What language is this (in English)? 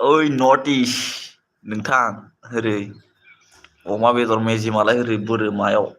Bodo